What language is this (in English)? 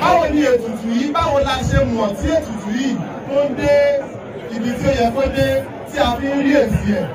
Yoruba